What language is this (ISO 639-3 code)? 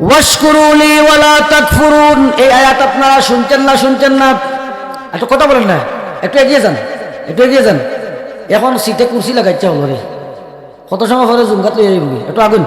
syl